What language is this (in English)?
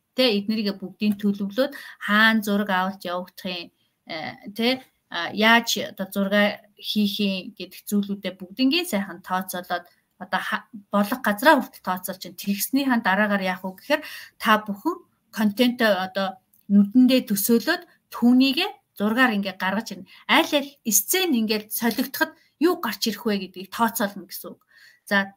Mongolian